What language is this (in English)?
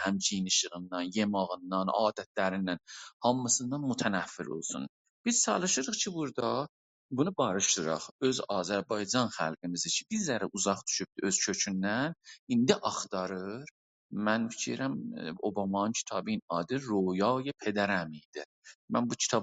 South Azerbaijani